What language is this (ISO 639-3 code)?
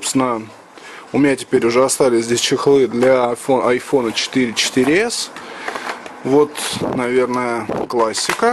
rus